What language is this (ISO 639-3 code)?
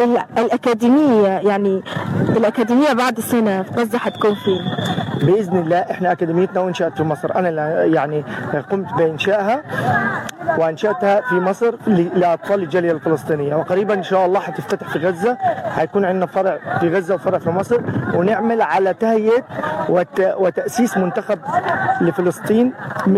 arz